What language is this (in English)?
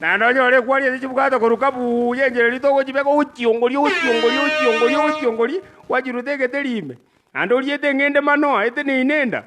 Gusii